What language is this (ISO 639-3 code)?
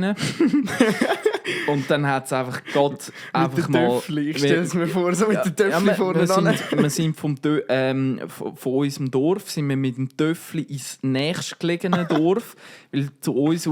gsw